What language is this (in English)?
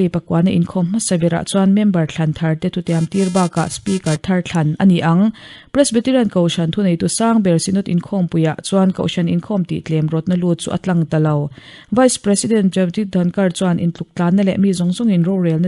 Mizo